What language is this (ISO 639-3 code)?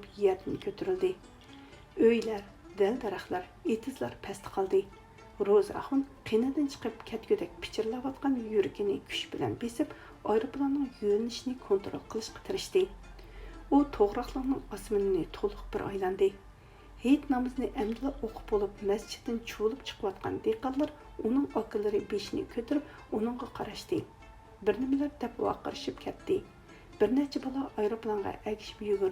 uig